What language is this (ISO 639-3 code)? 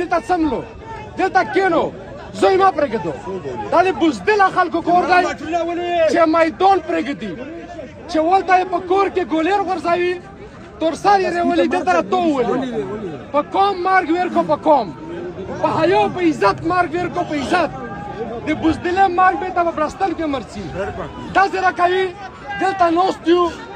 pus